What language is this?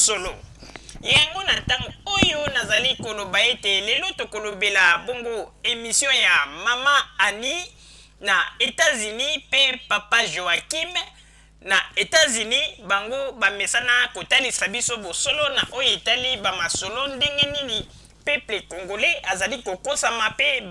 Lingala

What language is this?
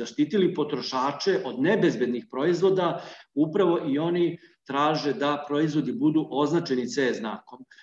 Serbian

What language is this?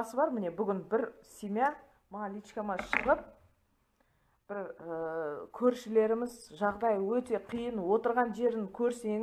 Kazakh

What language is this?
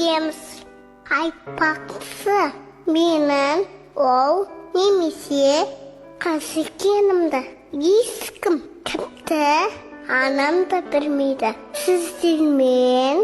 Kara-Kalpak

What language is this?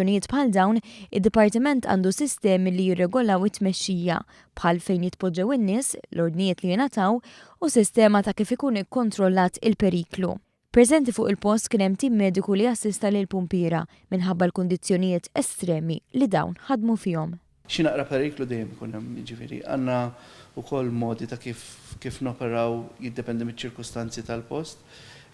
Maltese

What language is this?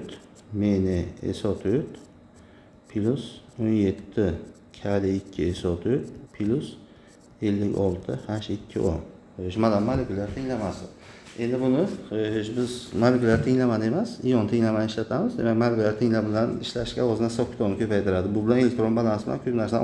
Uzbek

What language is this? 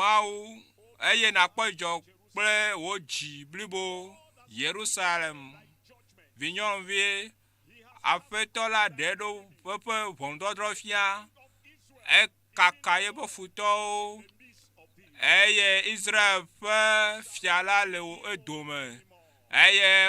Ewe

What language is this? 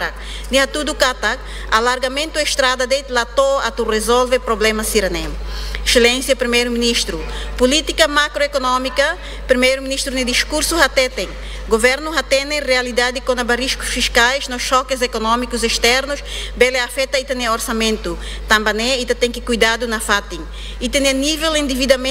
Tetum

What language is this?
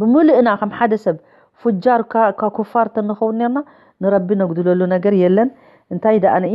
Tigrinya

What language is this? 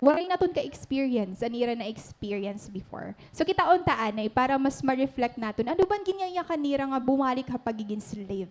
Waray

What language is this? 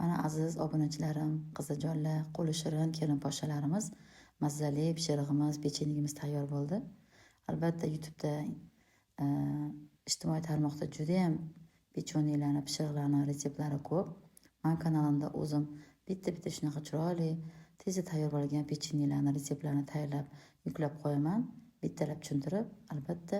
Uzbek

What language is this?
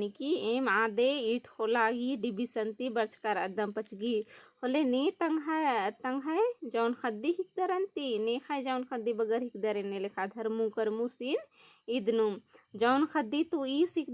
Kurukh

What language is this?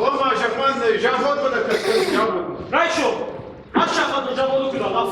Ossetic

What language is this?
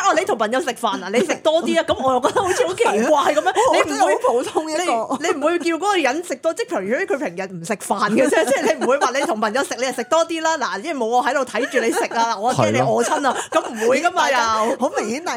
Cantonese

